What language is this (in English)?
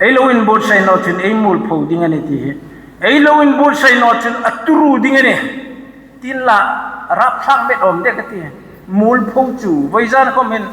Hmar